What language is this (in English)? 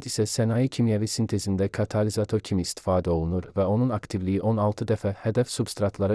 Azerbaijani